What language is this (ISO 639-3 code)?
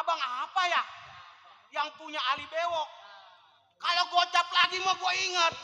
bew